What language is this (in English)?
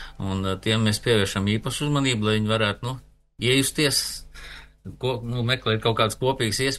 Latvian